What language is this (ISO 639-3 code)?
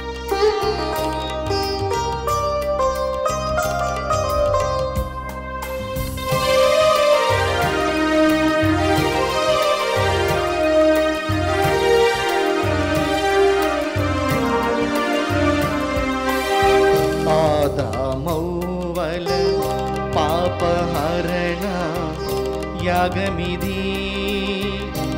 tel